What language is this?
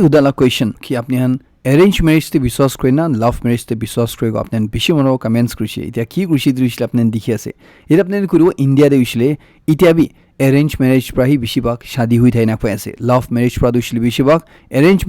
Naga Pidgin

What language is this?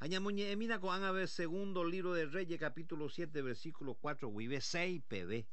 Guarani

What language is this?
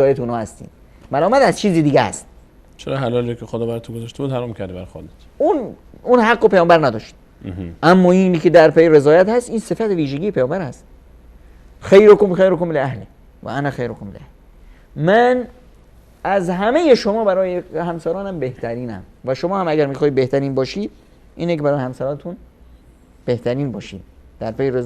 Persian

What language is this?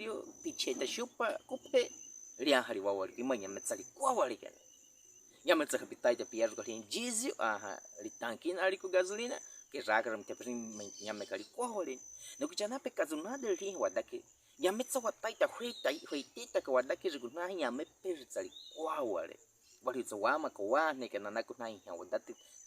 Baniwa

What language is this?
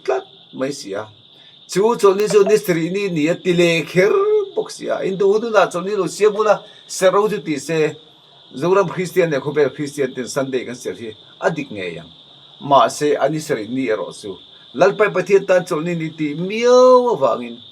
Mizo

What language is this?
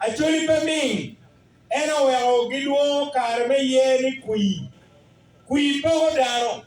Acoli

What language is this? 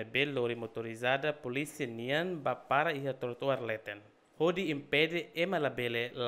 Tetum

